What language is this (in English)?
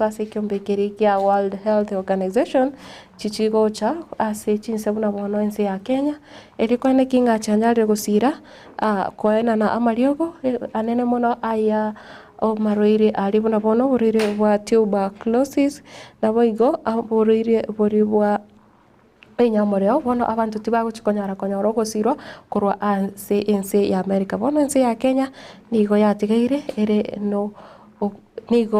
Gusii